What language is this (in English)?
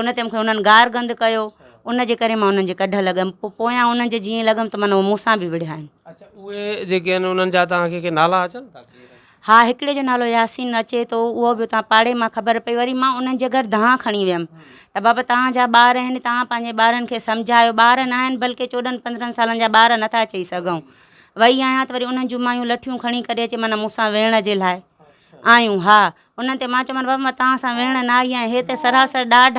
Sindhi